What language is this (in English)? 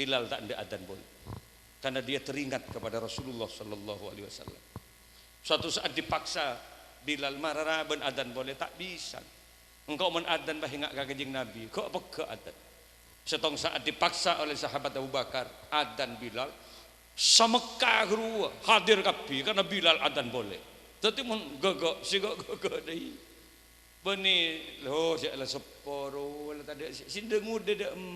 Madurese